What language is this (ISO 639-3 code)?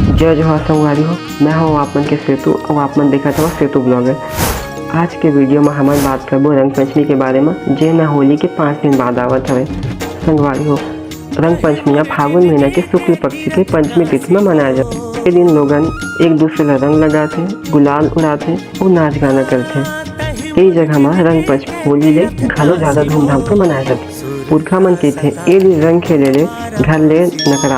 hne